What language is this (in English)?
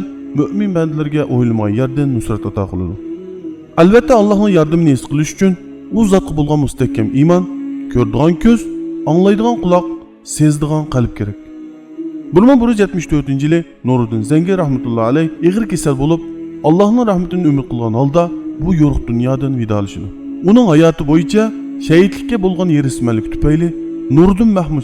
Uyghur